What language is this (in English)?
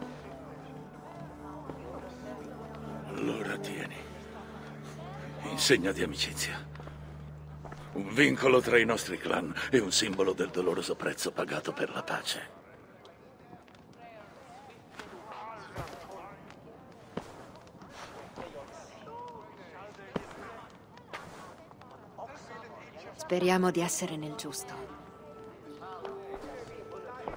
Italian